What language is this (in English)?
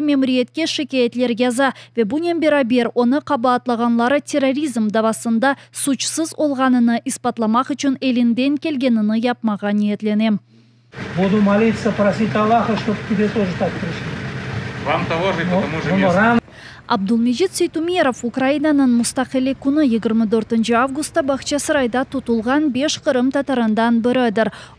Crimean Tatar